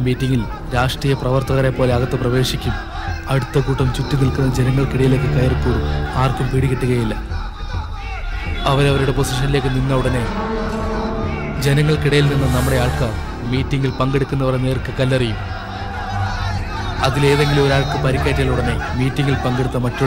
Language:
Malayalam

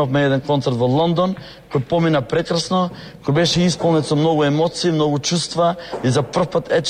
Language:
Macedonian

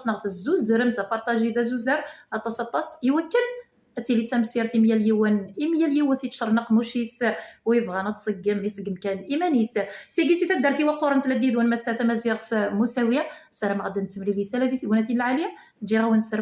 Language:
Kabyle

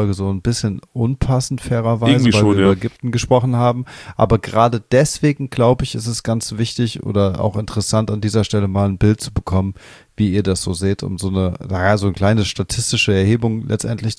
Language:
German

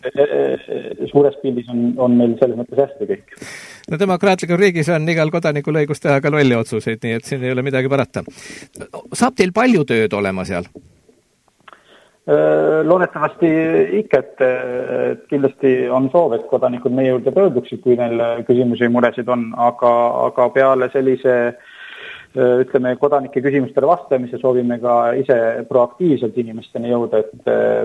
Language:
Estonian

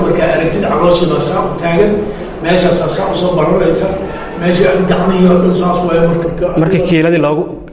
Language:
Somali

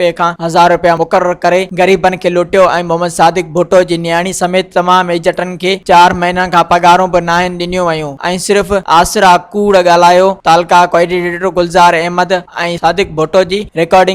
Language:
Sindhi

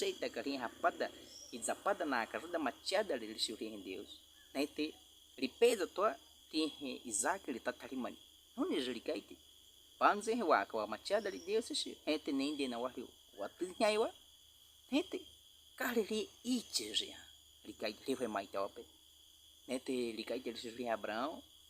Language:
Baniwa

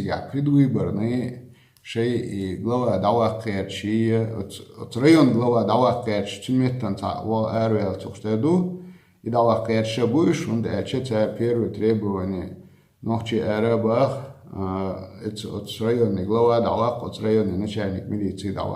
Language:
Chechen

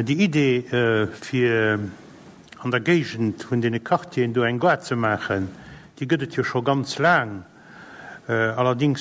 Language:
Luxembourgish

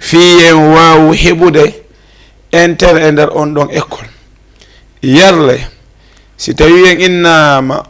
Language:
Fula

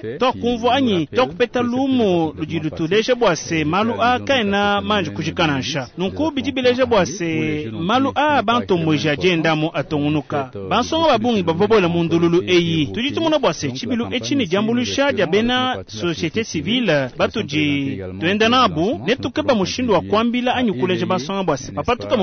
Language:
Luba-Lulua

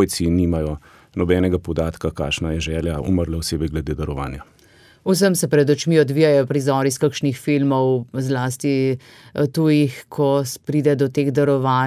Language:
Slovenian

